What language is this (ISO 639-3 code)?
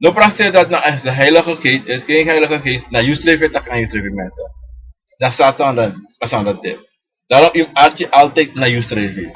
srn